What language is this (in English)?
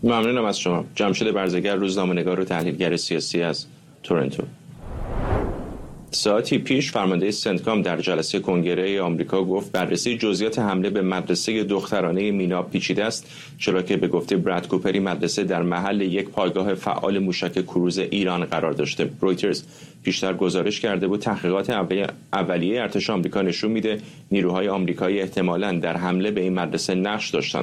Persian